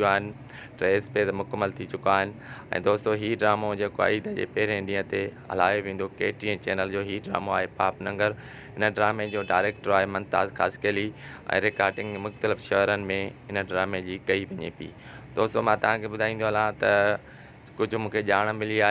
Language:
Sindhi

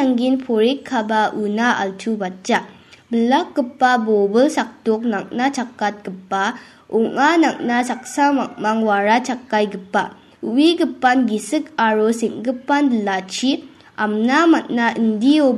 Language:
Garo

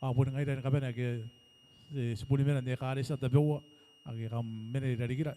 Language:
Gilbertese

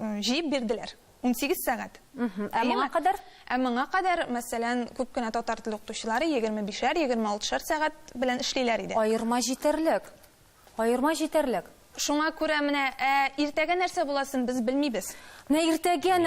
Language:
Tatar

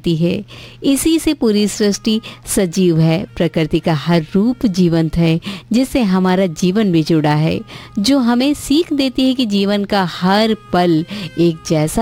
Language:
Hindi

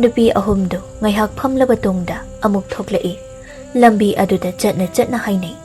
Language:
Manipuri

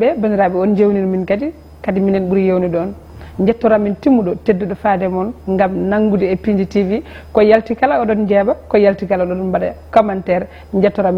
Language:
Fula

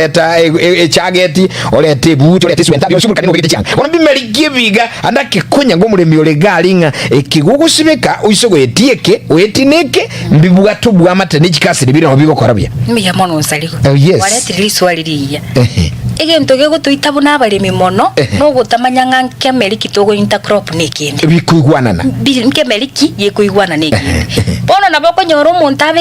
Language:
Gusii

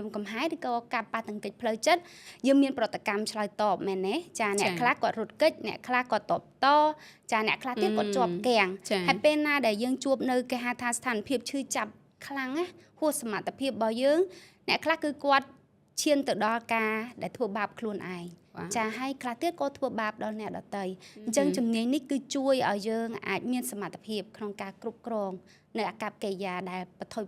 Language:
Khmer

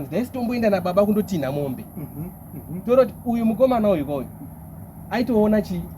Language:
Shona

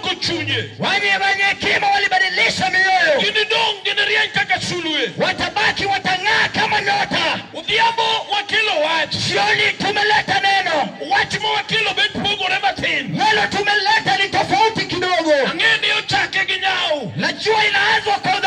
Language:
Luo (Kenya and Tanzania)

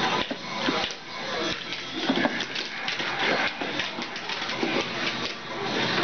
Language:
Spanish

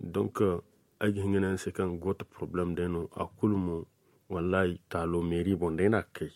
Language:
Zarma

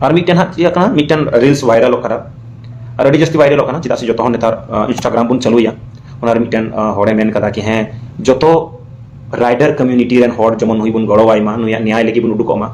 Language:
Santali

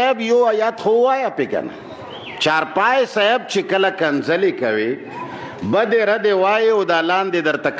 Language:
Pashto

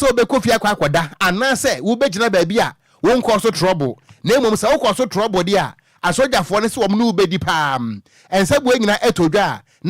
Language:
Akan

